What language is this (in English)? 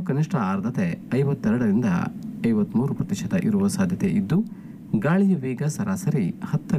Kannada